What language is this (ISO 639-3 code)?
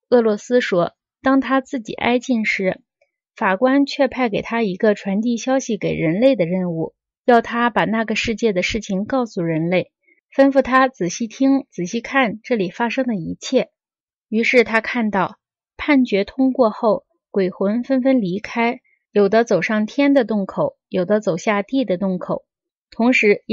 zho